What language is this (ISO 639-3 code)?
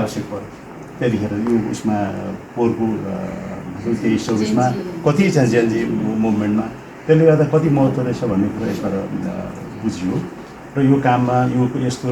nep